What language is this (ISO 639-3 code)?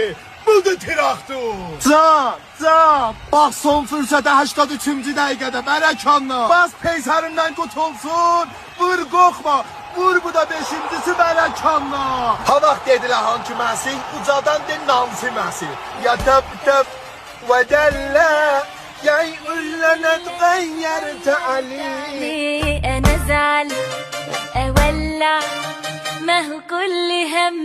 azb